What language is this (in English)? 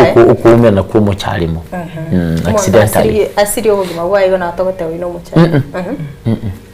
Gusii